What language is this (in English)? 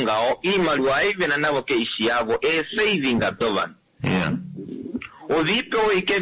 Kuanyama